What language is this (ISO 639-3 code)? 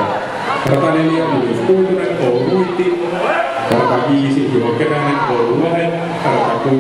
fin